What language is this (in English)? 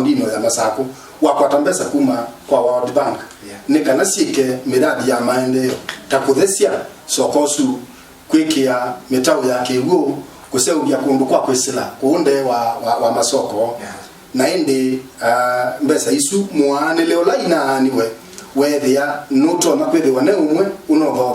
Kamba